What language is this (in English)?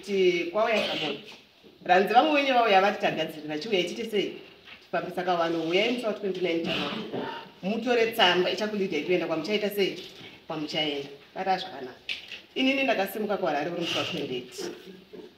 Shona